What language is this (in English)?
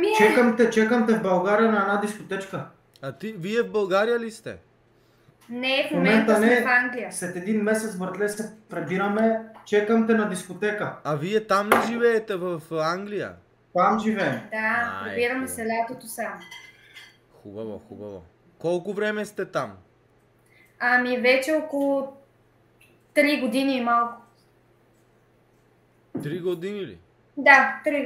Bulgarian